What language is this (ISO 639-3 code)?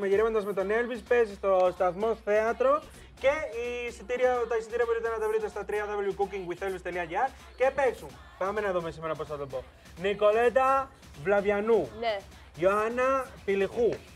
ell